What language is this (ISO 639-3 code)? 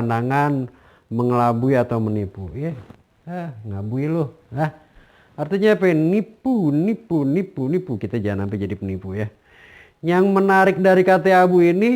bew